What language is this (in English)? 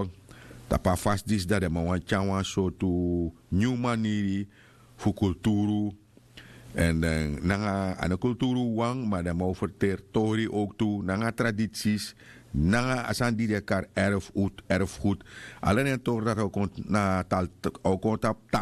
Sranan Tongo